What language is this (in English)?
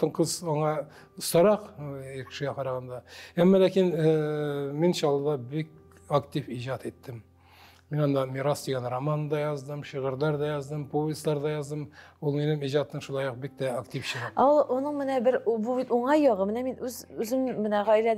Tatar